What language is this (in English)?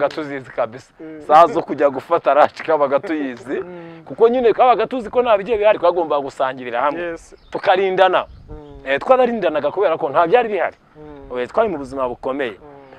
Kinyarwanda